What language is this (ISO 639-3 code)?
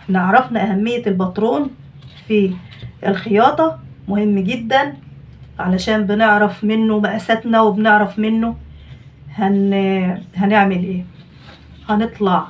arz